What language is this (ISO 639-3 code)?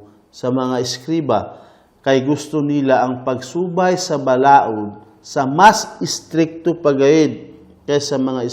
ceb